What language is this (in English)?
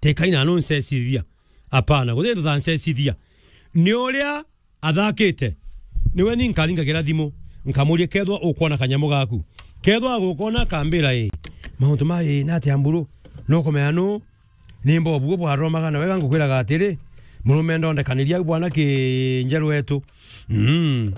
Meru